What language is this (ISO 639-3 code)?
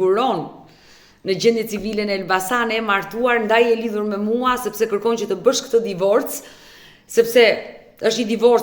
sqi